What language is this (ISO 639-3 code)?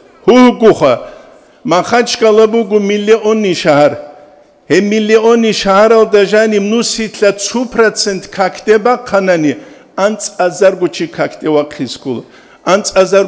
ava